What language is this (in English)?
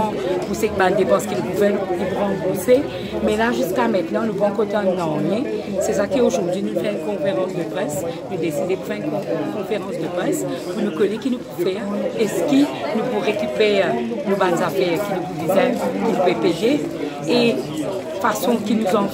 Morisyen